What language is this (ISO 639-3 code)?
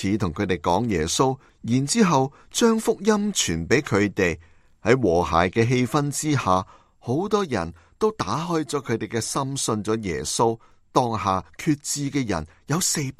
yue